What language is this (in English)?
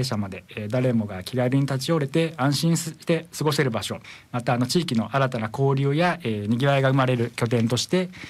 Japanese